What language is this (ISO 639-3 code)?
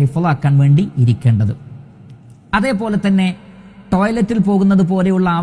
mal